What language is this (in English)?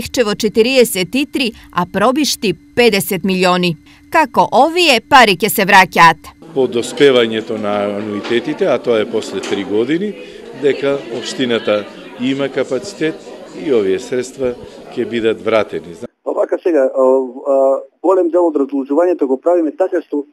Macedonian